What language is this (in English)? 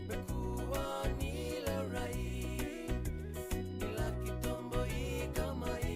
Fijian